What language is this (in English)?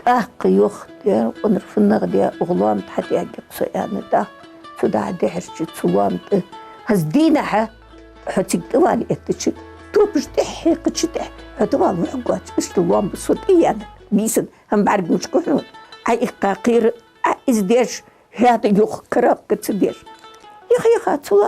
Ingush